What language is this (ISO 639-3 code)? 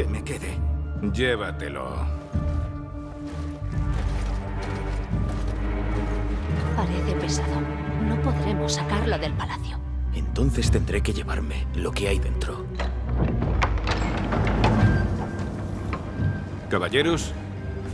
spa